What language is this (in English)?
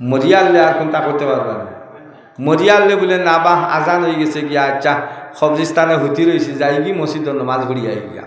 Sylheti